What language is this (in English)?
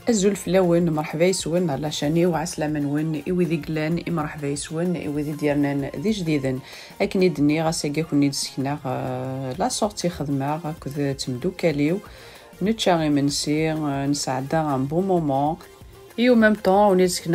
Kabyle